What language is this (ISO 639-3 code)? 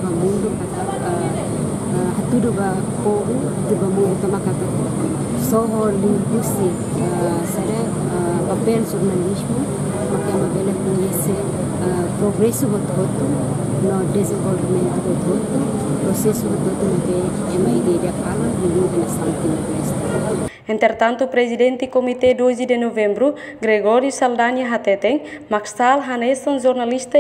tet